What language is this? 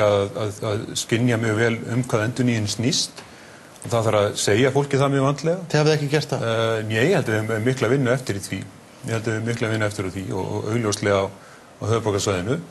Icelandic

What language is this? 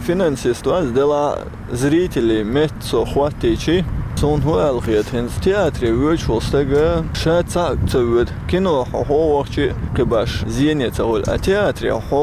Chechen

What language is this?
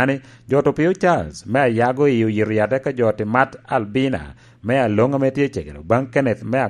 Lango (Uganda)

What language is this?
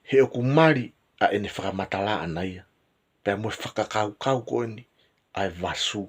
Tongan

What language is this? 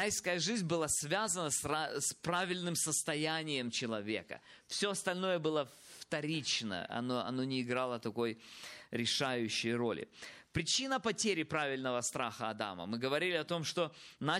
Russian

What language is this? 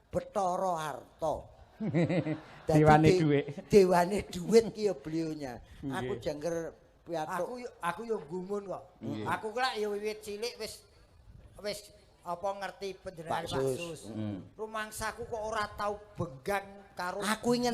Javanese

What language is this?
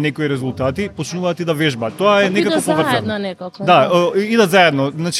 Macedonian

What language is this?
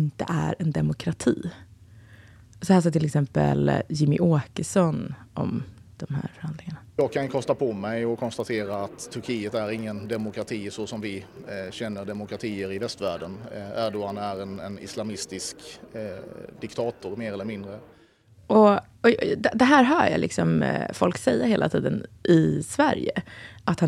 Swedish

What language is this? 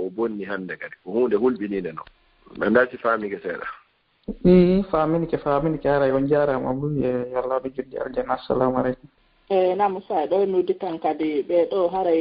Fula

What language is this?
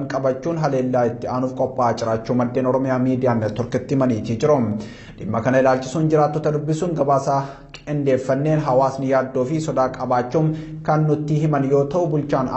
Oromo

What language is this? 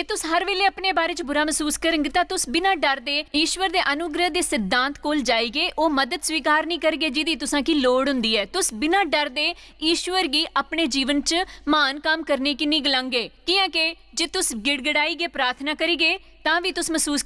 Dogri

